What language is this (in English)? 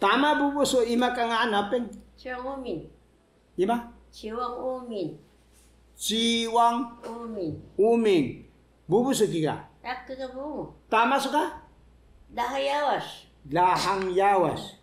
Taroko